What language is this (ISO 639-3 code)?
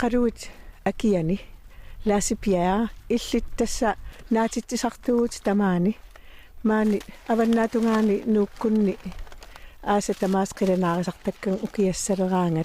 kal